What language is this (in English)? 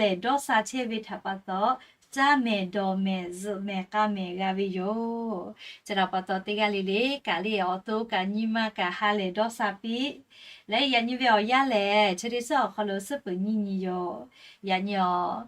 Lahu